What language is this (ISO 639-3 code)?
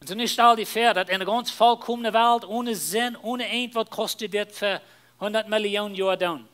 pdt